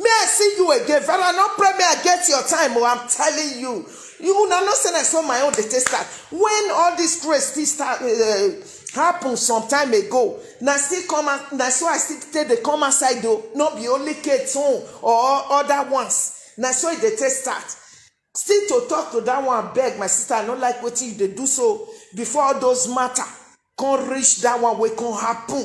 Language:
Nigerian Pidgin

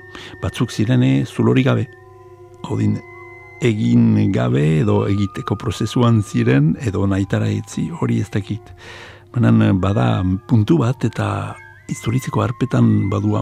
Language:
Basque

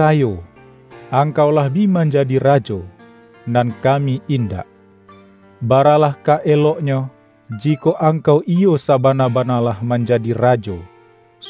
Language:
Minangkabau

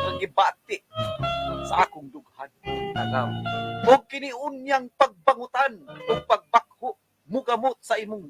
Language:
Cebuano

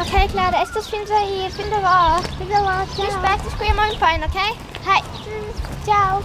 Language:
Romansh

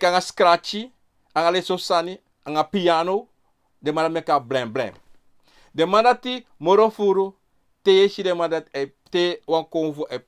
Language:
Sranan Tongo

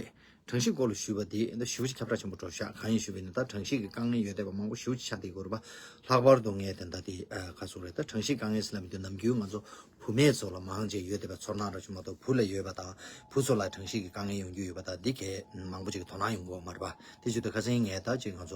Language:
Tibetan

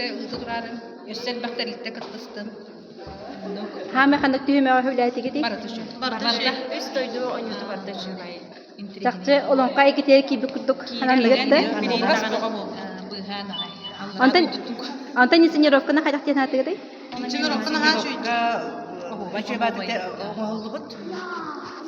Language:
Yakut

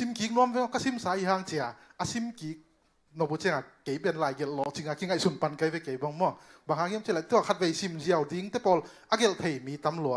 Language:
Tedim Chin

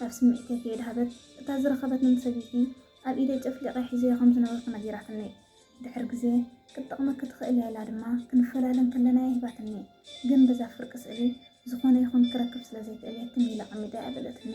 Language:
Tigrinya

